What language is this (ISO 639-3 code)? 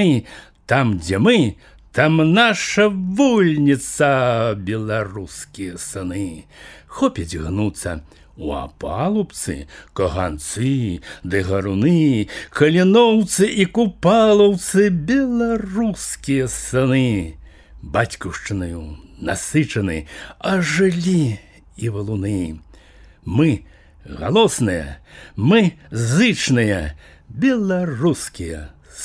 bel